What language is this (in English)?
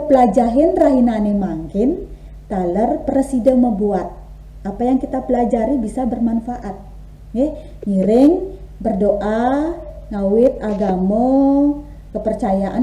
Balinese